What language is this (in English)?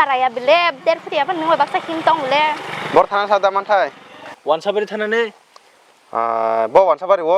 Kok Borok